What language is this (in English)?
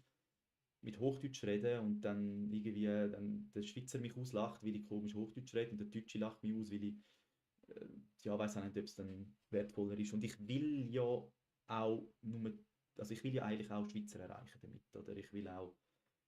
Swiss German